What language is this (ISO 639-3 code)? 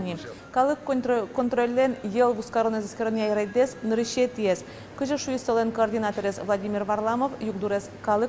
udm